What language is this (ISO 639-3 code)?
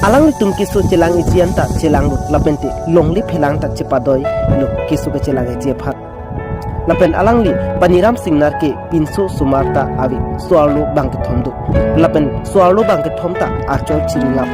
mjw